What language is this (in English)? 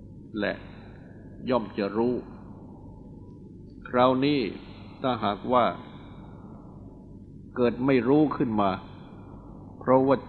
Thai